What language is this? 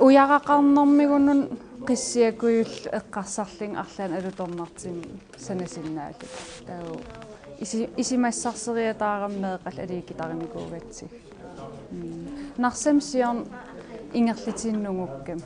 Kalaallisut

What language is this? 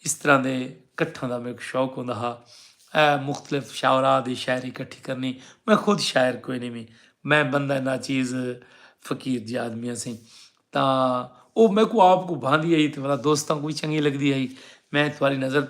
Saraiki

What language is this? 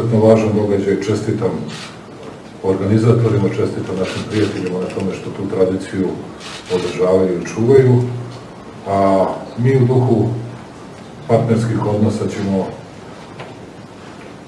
Croatian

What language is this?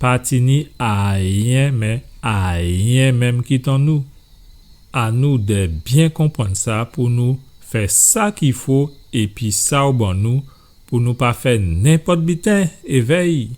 Guadeloupean Creole French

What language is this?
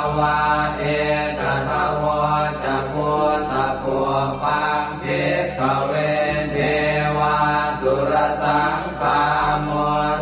Pali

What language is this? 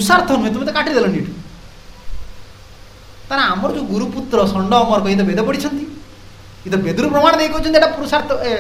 Odia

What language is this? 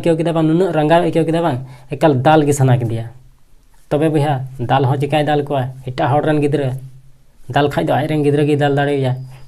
Santali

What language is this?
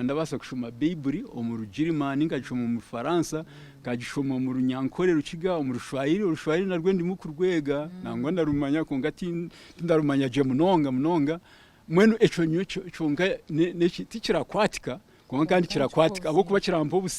Nyankole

